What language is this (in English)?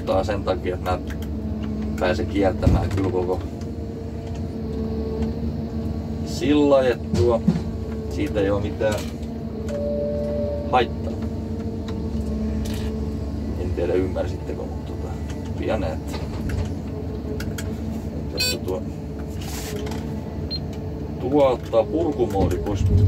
Finnish